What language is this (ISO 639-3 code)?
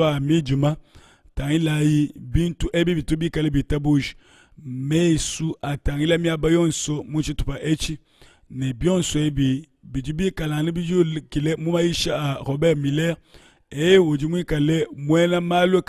lua